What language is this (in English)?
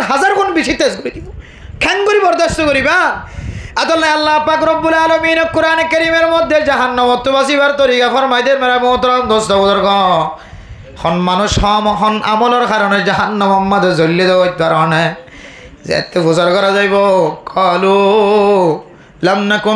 Rohingya